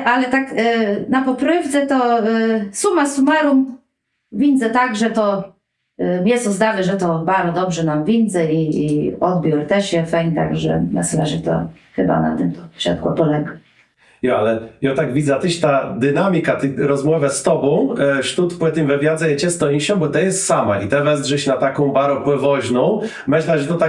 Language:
Kashubian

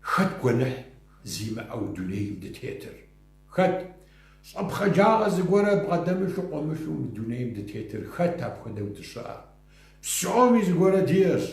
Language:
Kabardian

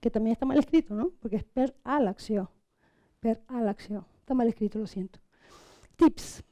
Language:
Catalan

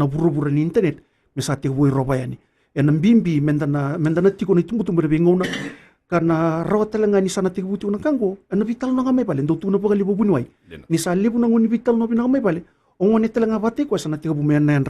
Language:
Fijian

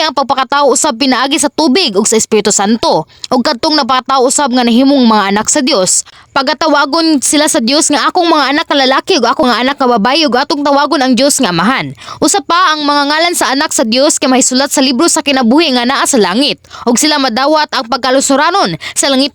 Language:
Cebuano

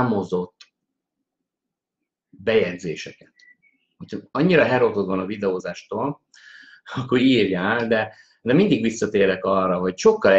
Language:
Hungarian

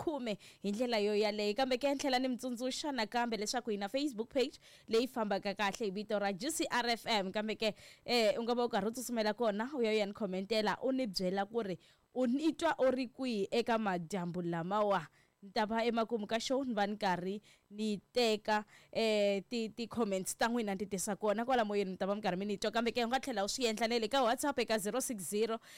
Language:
Tsonga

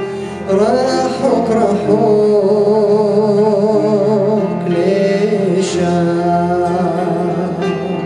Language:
Hebrew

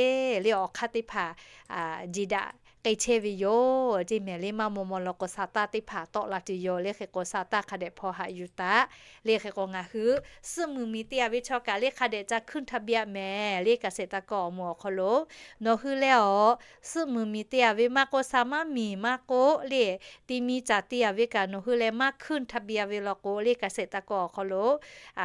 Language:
Lahu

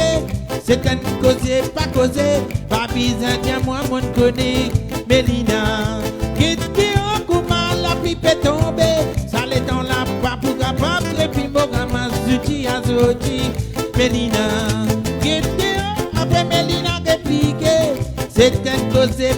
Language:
Morisyen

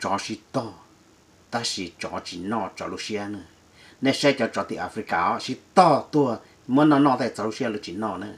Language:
Hmong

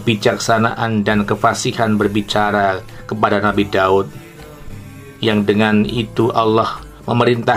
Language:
Indonesian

